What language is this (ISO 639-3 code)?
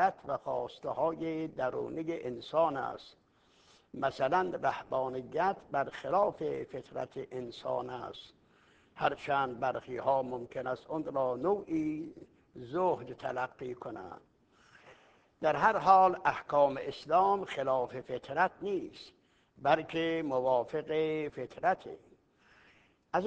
fas